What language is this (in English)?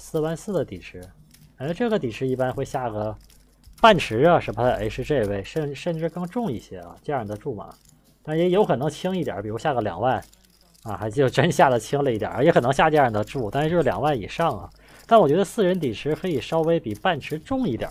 Chinese